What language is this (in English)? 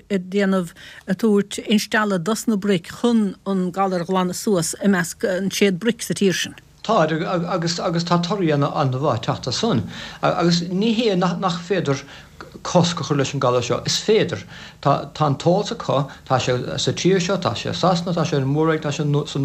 Irish